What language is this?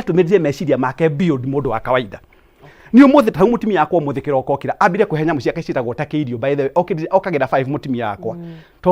Kikuyu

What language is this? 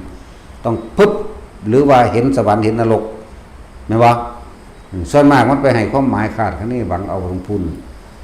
Northeastern Thai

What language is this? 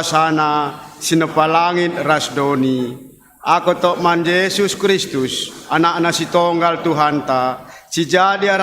Batak Karo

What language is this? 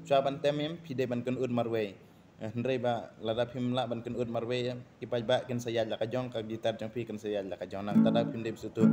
Khasi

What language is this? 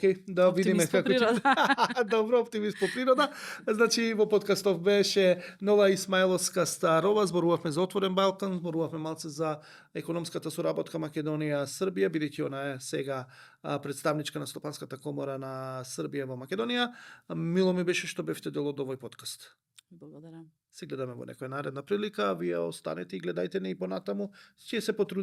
Macedonian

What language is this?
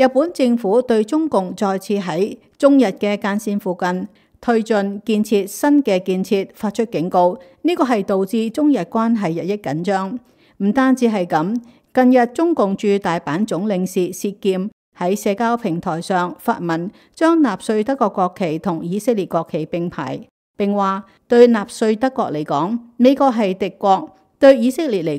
Cantonese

